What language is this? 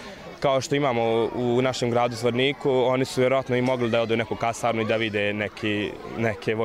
Bosnian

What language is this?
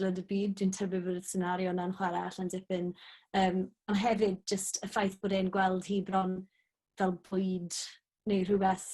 Welsh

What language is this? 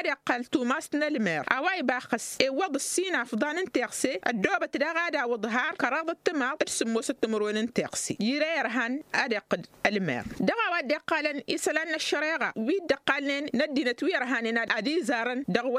Tamasheq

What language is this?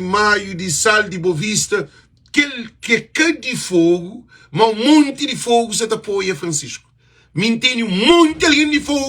Kabuverdianu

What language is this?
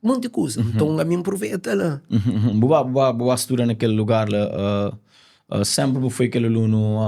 Kabuverdianu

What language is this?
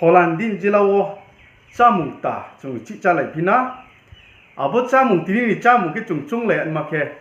Riang (India)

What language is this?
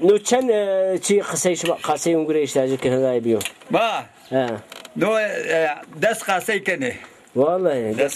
Zaza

